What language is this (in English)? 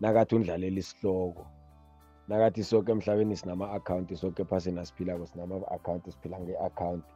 South Ndebele